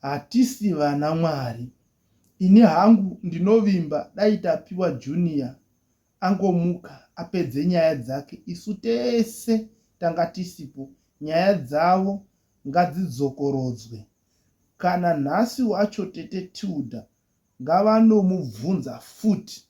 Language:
Shona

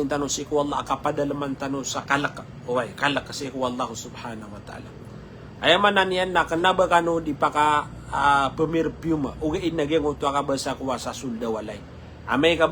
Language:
Maranao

